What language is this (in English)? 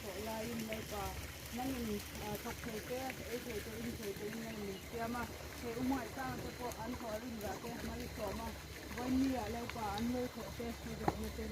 Mizo